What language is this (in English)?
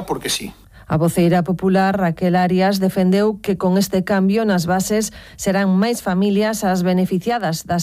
Galician